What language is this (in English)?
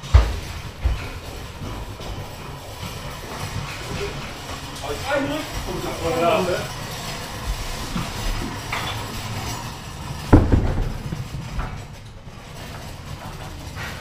Dutch